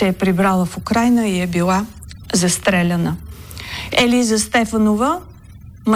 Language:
Bulgarian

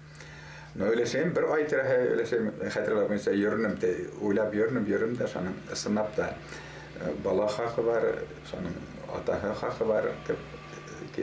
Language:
Bashkir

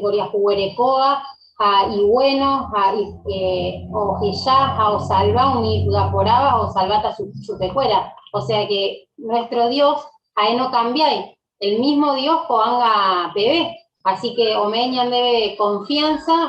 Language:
Guarani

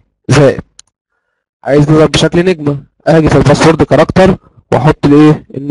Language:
Egyptian Arabic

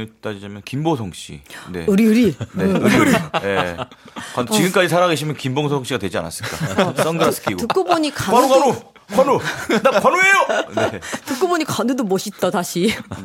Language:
Korean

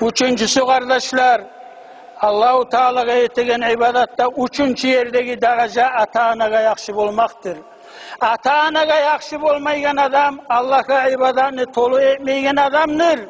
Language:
Kumyk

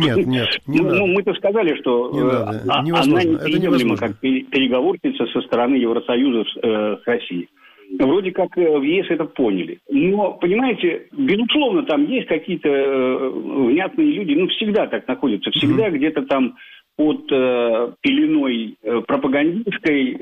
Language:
Russian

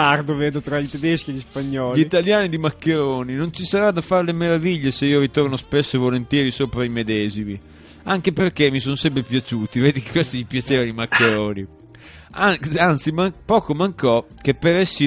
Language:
Italian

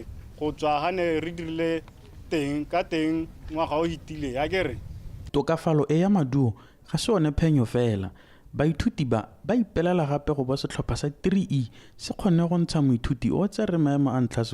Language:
Tswana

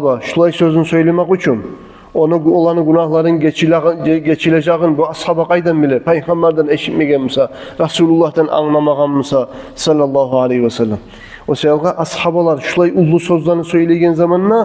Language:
Kumyk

